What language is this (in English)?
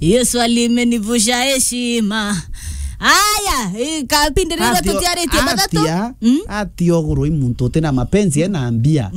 Meru